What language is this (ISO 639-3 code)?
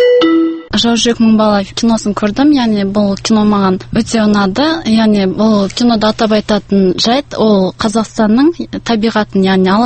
kaz